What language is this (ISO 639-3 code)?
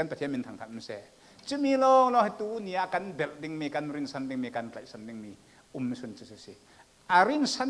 cfm